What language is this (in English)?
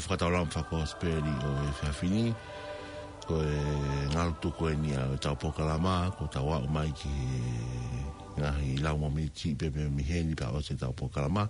Tongan